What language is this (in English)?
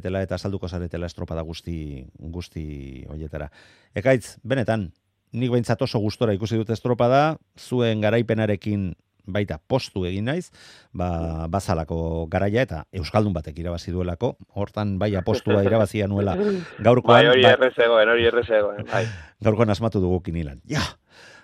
Basque